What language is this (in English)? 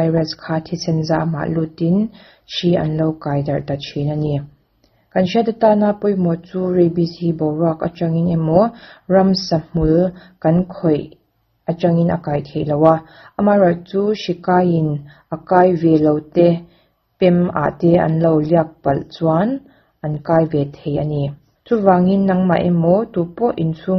Mizo